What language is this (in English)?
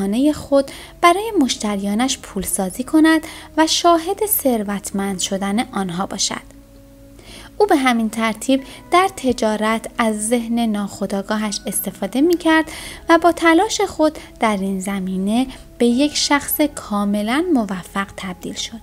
Persian